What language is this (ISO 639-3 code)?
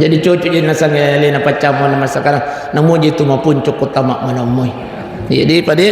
bug